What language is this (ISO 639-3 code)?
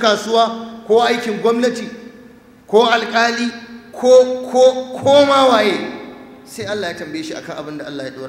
hau